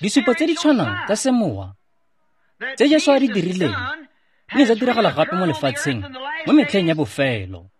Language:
Tswana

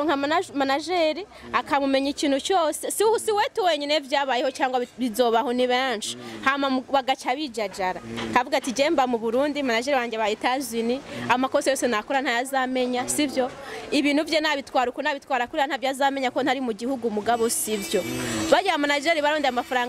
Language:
Rundi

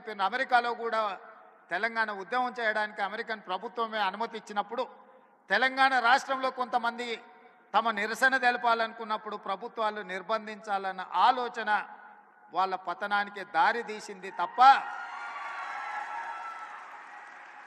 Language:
Telugu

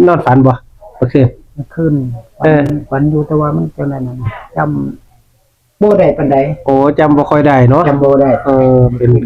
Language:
Northeastern Thai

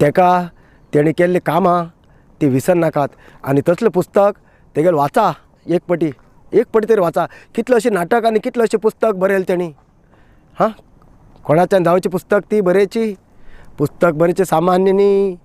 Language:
Konkani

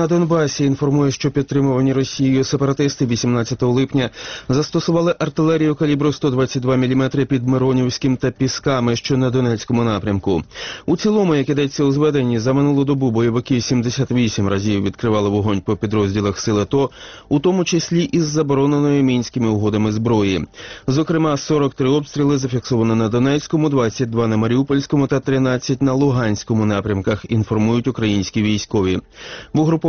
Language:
Ukrainian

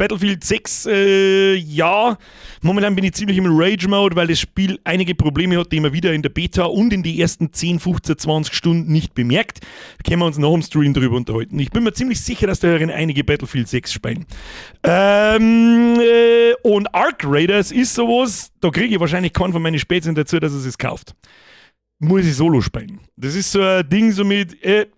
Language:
Bavarian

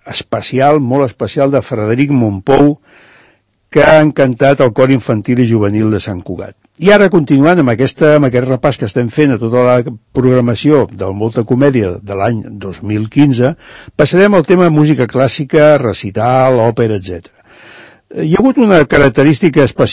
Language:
Catalan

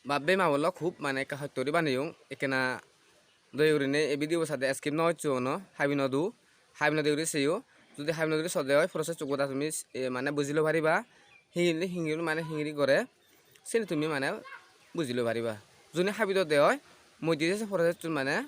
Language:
Chakma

